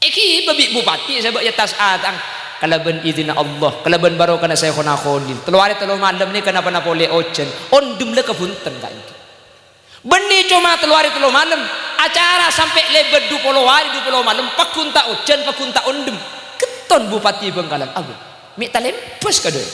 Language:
Madurese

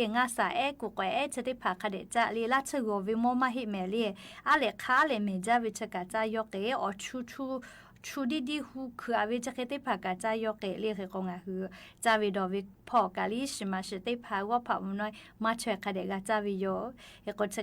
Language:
Lahu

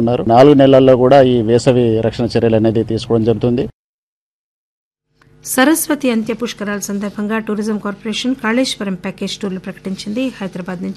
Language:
Telugu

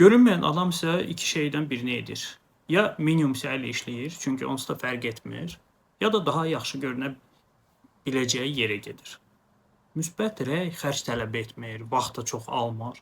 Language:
Azerbaijani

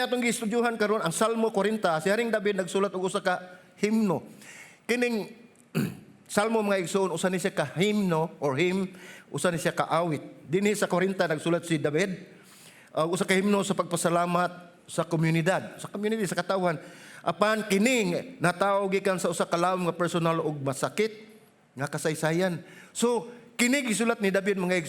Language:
Cebuano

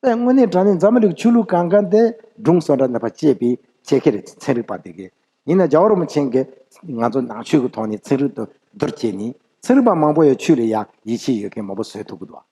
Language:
Tibetan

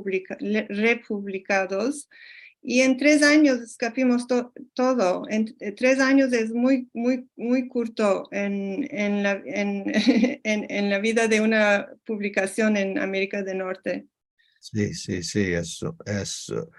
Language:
Ladino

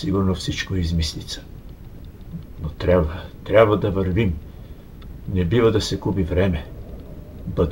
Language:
Bulgarian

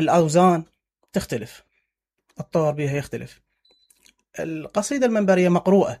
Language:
Mesopotamian Arabic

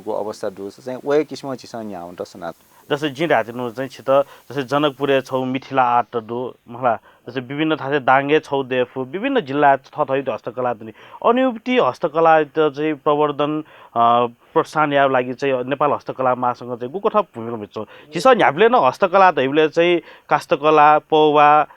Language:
Newari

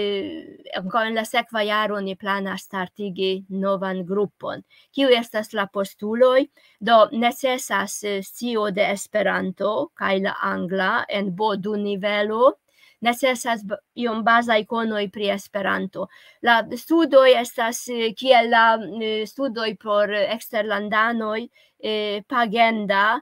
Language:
Esperanto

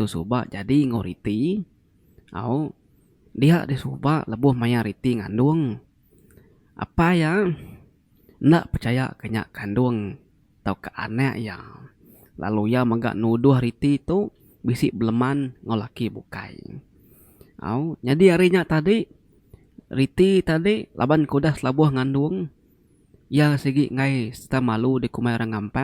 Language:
Iban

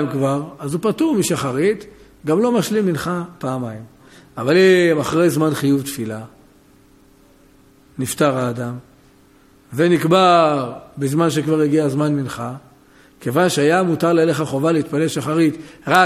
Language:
Hebrew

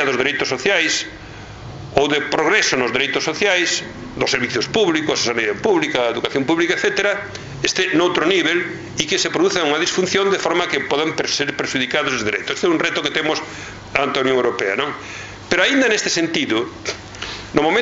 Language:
Galician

